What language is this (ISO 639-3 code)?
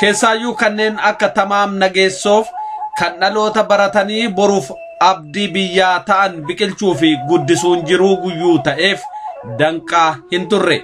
orm